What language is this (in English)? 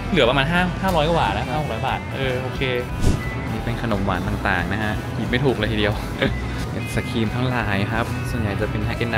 Thai